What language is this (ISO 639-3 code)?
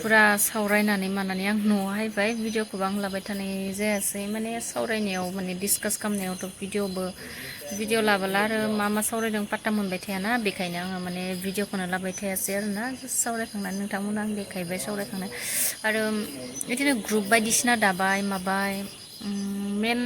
brx